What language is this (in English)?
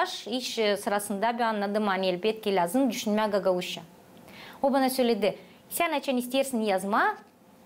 Gagauz